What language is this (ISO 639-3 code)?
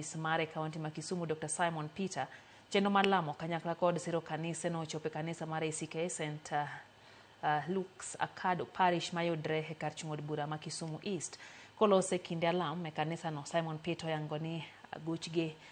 luo